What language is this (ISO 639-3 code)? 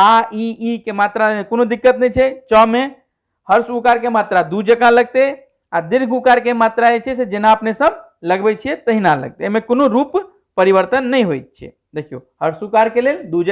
mai